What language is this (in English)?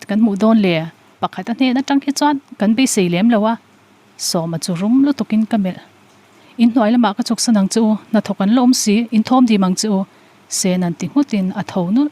Mizo